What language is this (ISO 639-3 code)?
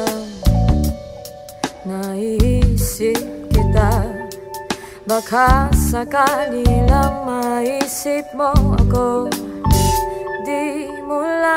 fil